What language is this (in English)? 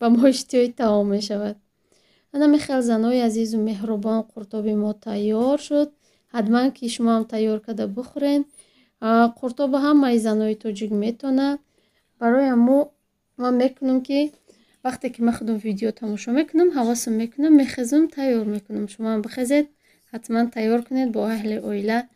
Tajik